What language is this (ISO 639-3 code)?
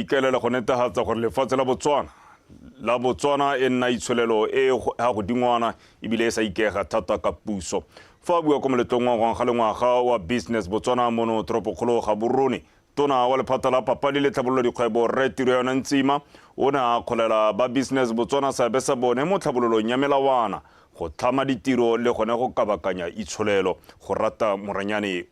tsn